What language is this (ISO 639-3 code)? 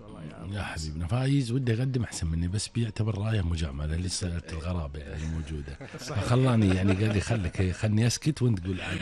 afb